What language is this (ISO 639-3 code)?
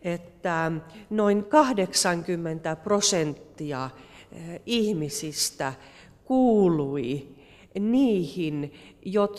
fin